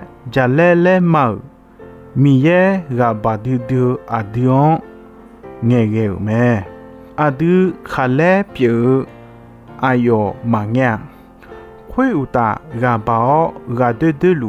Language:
Akha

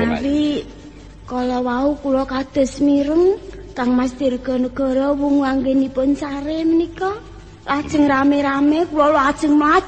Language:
Javanese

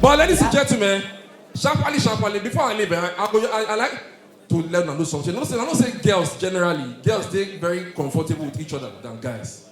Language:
Nigerian Pidgin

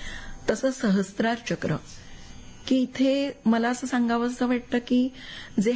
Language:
Marathi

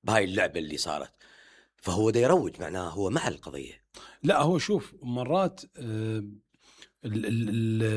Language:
Mesopotamian Arabic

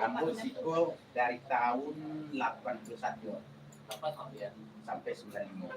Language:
Minangkabau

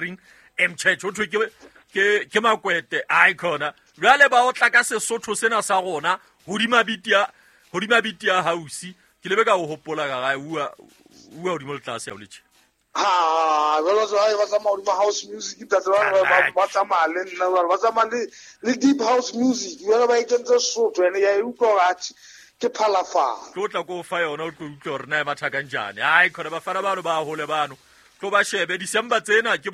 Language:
Southern Sotho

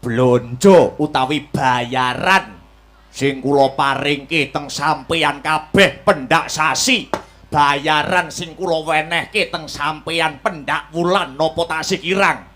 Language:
Javanese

